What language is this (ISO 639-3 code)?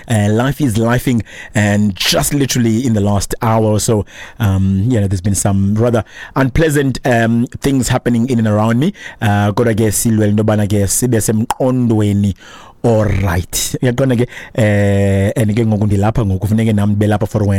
xho